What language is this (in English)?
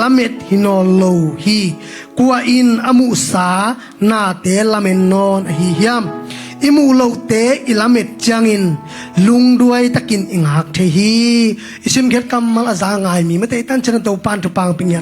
Tedim Chin